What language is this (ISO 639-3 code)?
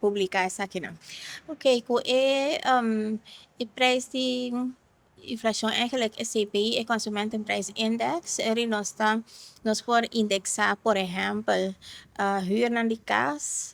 pap